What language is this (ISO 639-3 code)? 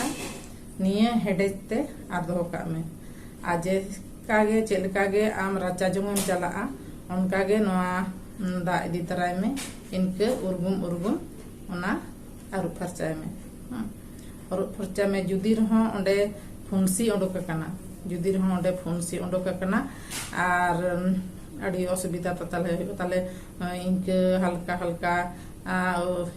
sat